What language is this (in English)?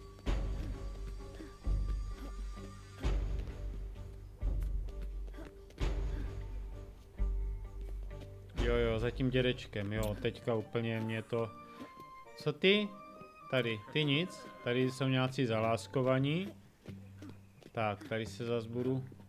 Czech